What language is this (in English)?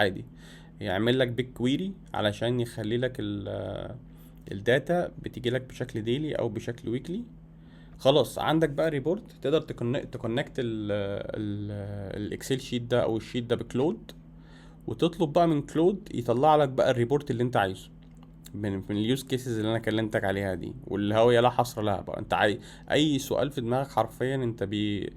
Egyptian Arabic